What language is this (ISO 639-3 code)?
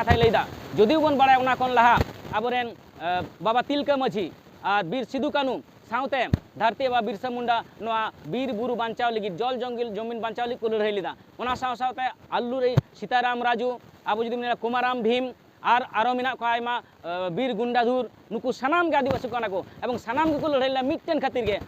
sat